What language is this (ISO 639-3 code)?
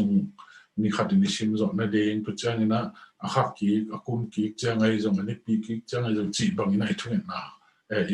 ctd